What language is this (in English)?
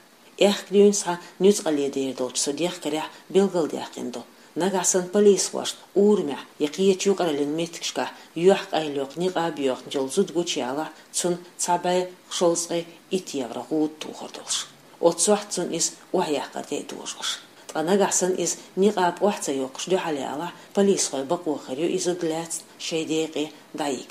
Chechen